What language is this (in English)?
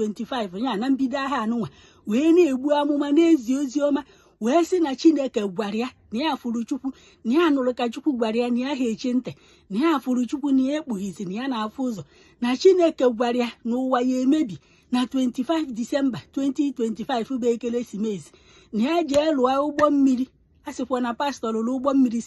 Igbo